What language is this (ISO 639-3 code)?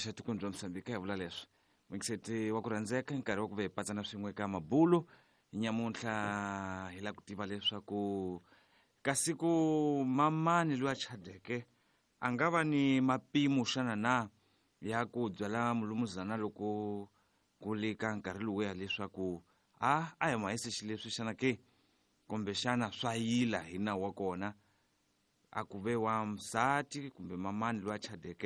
tso